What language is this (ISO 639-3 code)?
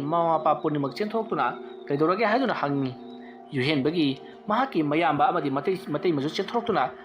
mni